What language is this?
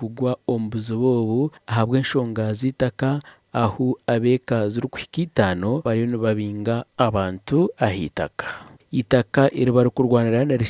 Nyankole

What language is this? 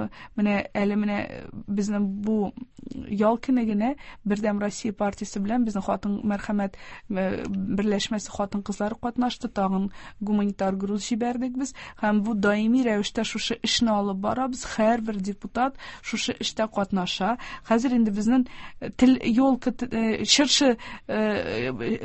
Tatar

